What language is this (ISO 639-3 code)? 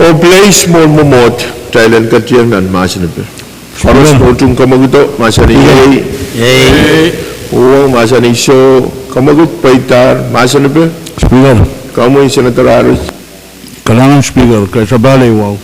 pon